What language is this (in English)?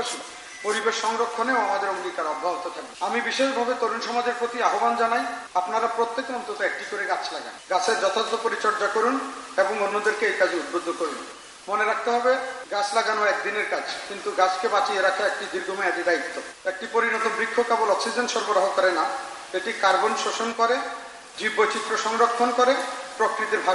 Bangla